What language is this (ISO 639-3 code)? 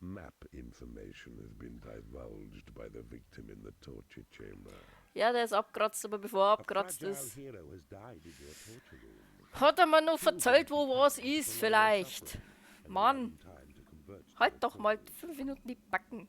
bar